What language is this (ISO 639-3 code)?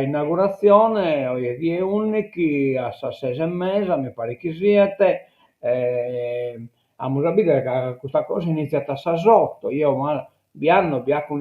srd